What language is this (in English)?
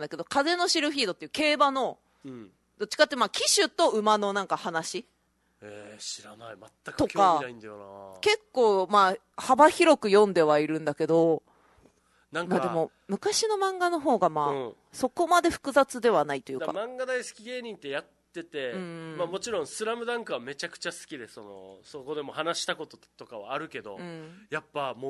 Japanese